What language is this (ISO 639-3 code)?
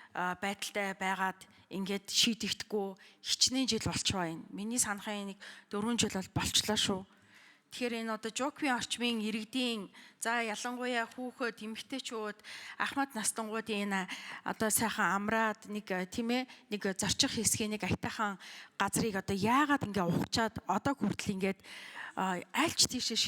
mon